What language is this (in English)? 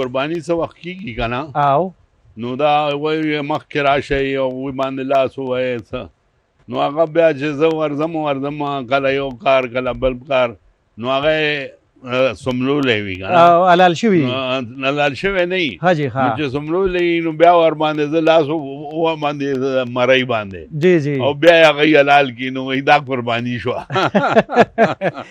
Pashto